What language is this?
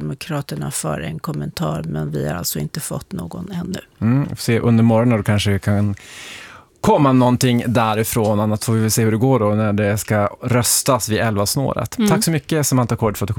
Swedish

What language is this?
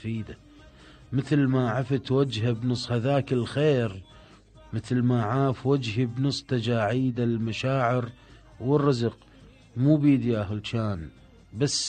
Mesopotamian Arabic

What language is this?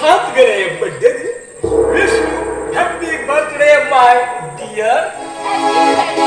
Konkani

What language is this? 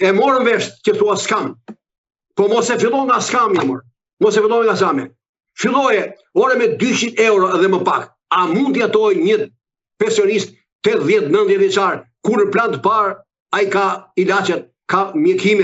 Albanian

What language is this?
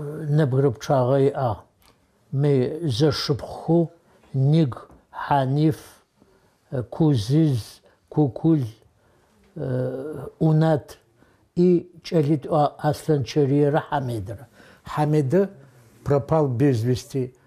Adyghe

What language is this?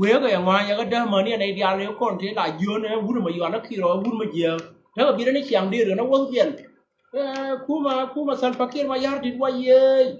Nuer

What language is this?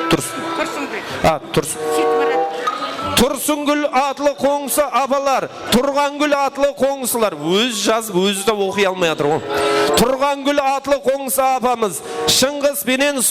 Kara-Kalpak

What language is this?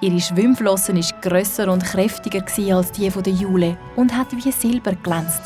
Swiss German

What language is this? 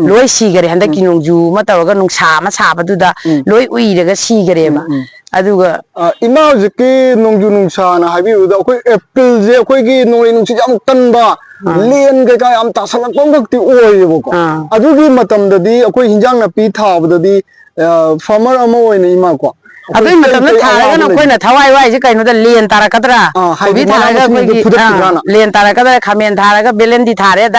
Manipuri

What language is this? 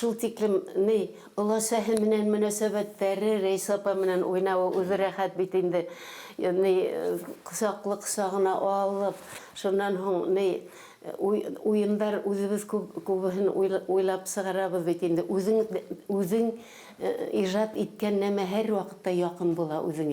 Bashkir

